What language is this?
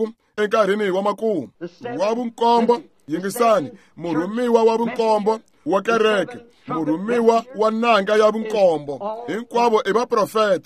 Tsonga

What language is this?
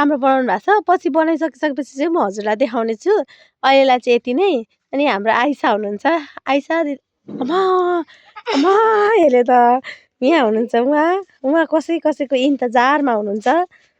Nepali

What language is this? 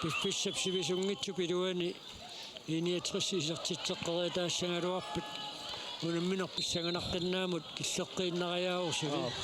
Kalaallisut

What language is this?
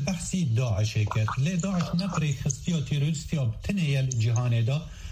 Kurdish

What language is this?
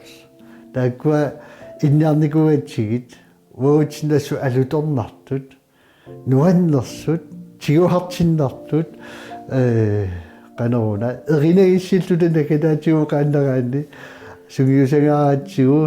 Kalaallisut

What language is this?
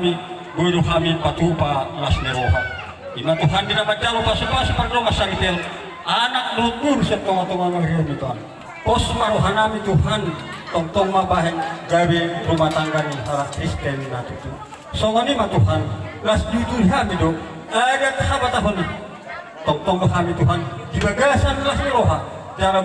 Batak Toba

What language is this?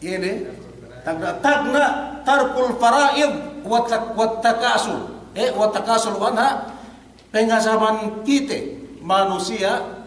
Yakan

